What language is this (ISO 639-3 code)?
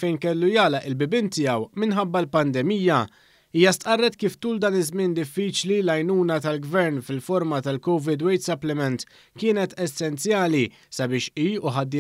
mlt